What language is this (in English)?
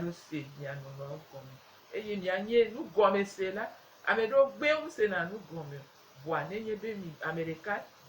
Gen